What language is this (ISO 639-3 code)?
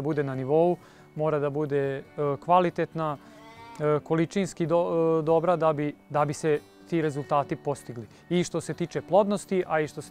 srp